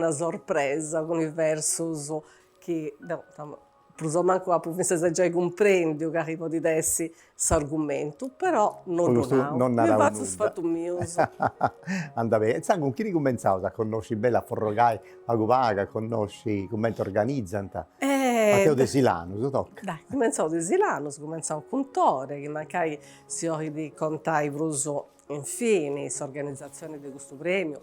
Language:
Sardinian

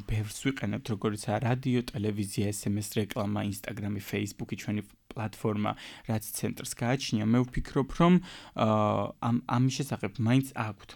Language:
Georgian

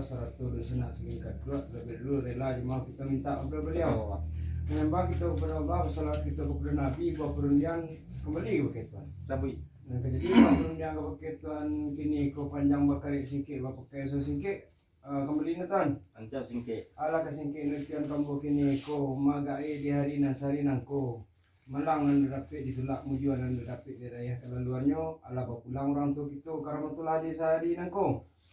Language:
Minangkabau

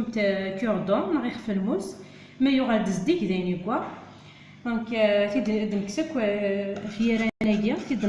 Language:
Kabyle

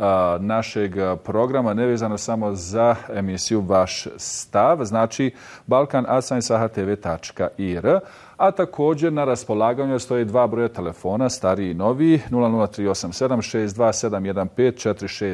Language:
Bosnian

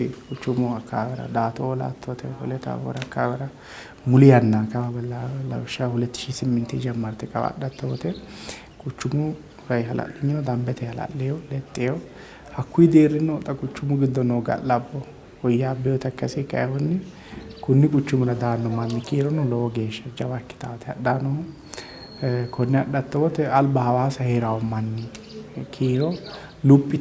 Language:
Sidamo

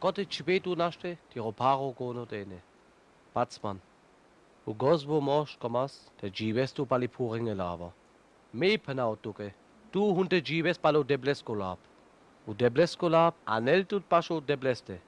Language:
Sinte Romani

